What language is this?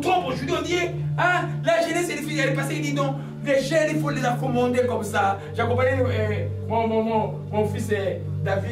French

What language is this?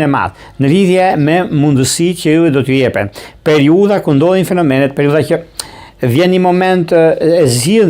Albanian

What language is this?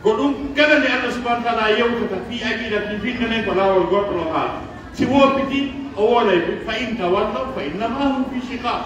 Pular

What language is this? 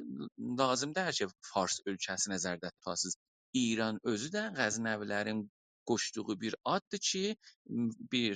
South Azerbaijani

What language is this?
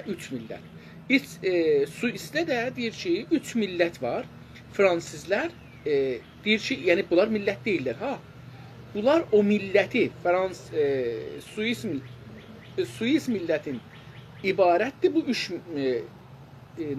South Azerbaijani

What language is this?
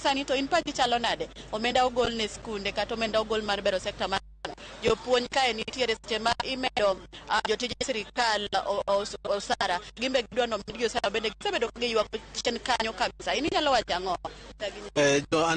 Luo (Kenya and Tanzania)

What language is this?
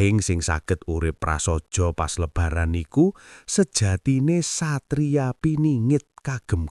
Javanese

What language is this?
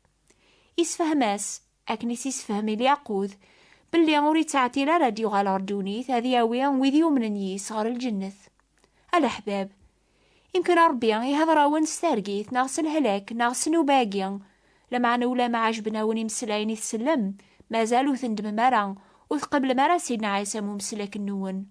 Kabyle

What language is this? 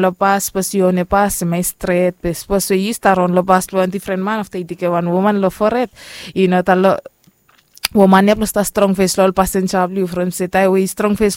Bislama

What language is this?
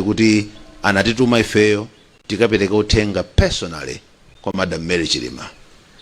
Nyanja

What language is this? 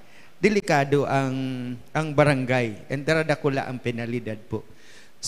Bikol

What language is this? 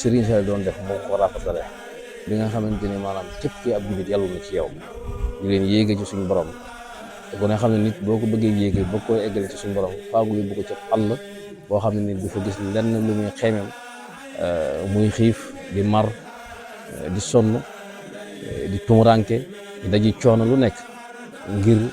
Wolof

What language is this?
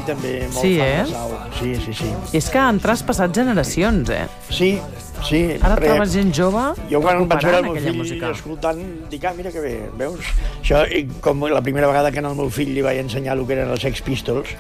Catalan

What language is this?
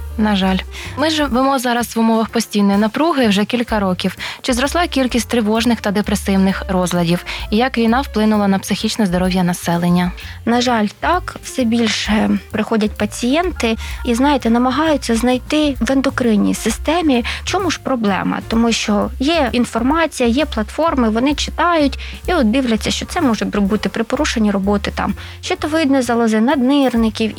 Ukrainian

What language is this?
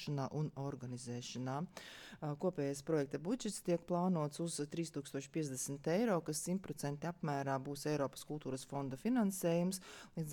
Latvian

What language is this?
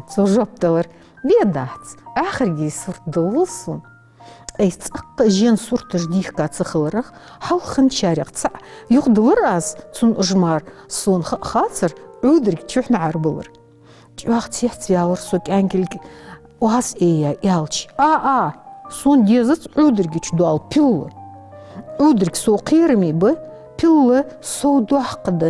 Ingush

